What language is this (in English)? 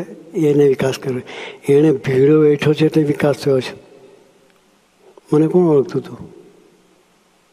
Gujarati